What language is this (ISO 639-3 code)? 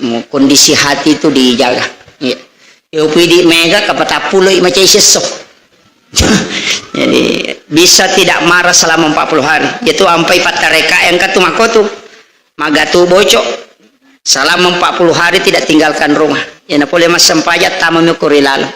bug